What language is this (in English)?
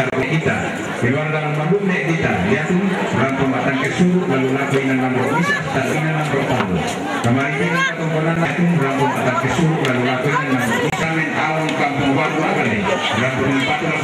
Toraja-Sa'dan